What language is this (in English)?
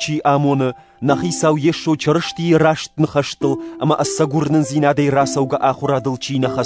Ossetic